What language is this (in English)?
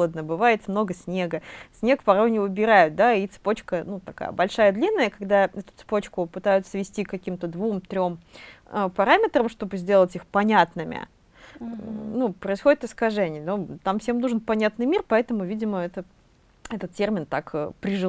Russian